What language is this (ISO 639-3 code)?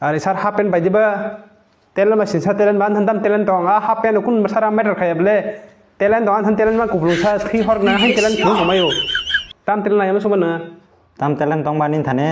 trp